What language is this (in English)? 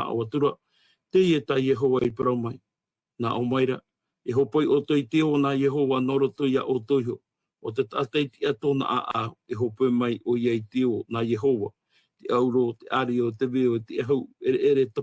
Tahitian